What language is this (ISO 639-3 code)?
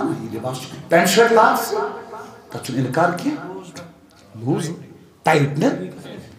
kas